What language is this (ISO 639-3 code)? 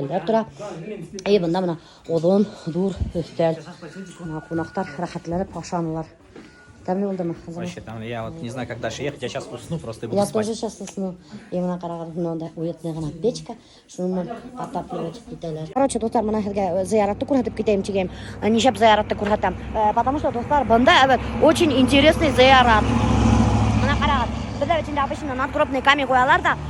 bak